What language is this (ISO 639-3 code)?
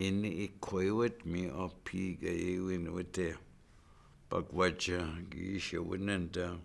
ciw